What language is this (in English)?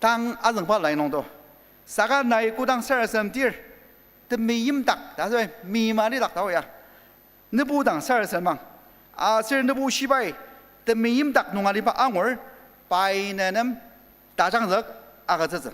Ao Naga